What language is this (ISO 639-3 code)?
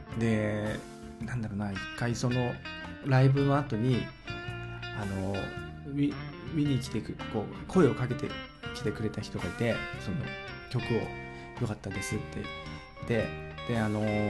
jpn